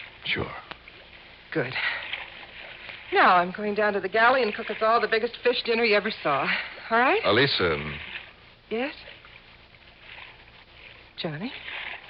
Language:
English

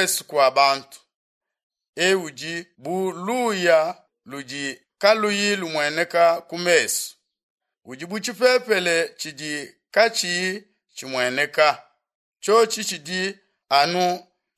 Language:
Luba-Lulua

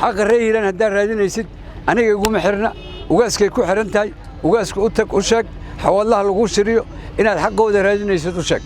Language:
Somali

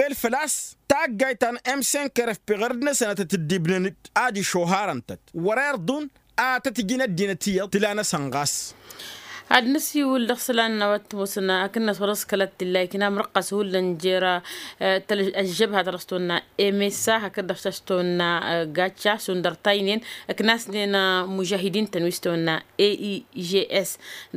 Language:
Tamasheq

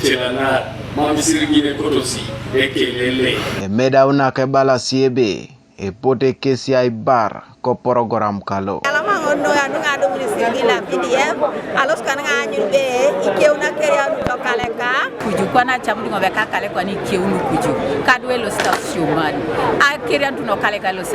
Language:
Teso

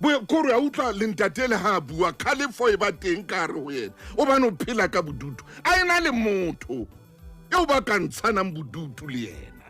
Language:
Southern Sotho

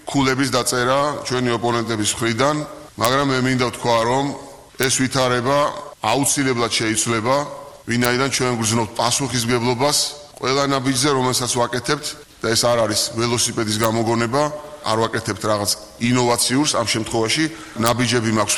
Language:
Georgian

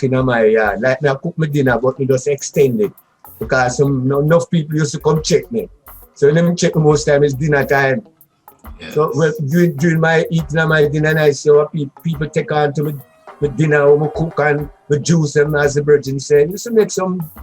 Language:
Jamaican Creole English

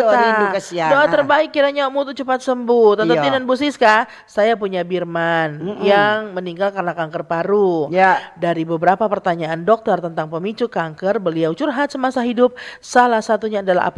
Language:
Manado Malay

